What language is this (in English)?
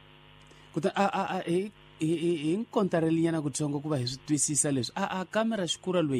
Tsonga